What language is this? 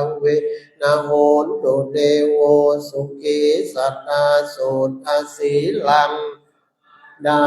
Pali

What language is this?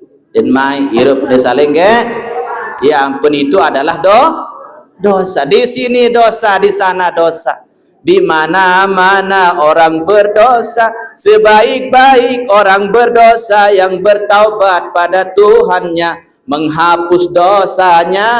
Sasak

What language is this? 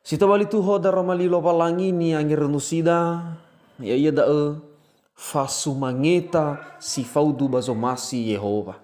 Nias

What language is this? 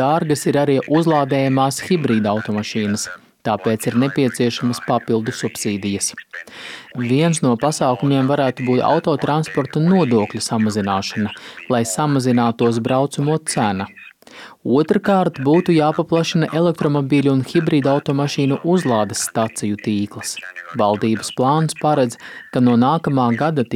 Latvian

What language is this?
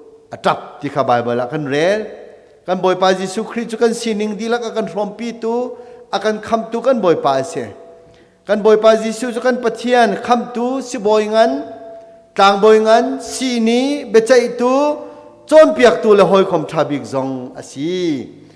Hakha Chin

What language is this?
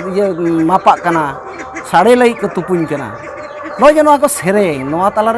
Santali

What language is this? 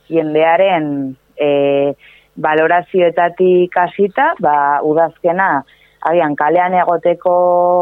Basque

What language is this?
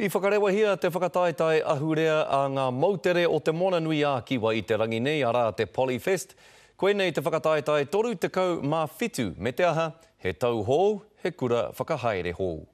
Māori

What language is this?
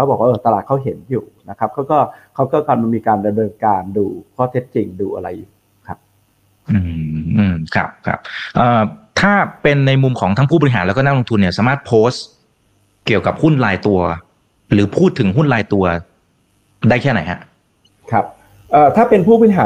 Thai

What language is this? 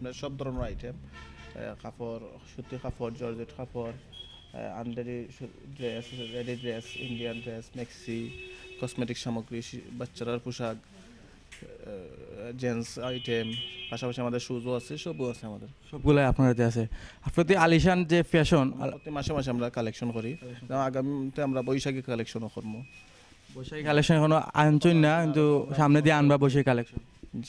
Sylheti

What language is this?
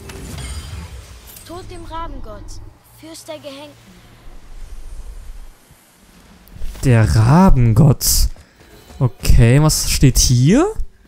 German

